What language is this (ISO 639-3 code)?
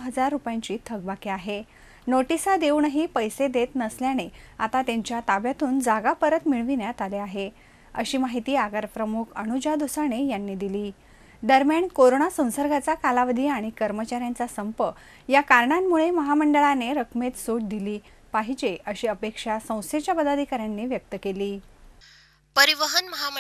mar